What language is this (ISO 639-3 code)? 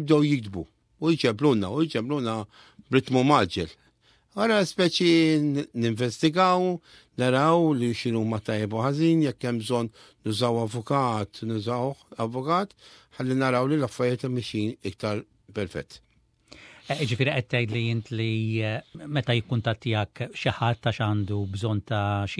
mlt